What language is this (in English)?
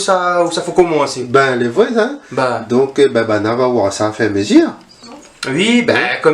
Réunion Creole French